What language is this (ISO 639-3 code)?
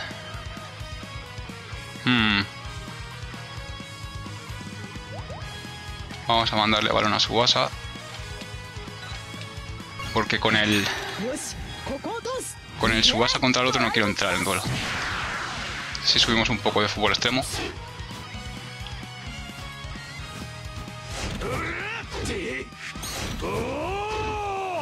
spa